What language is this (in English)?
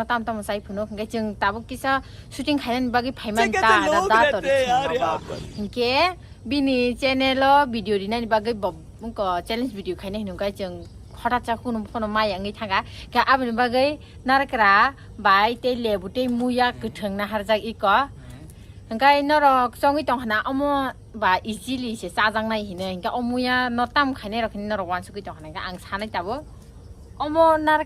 Kok Borok